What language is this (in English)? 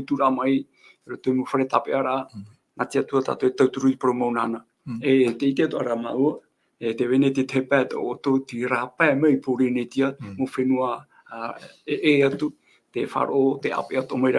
Tahitian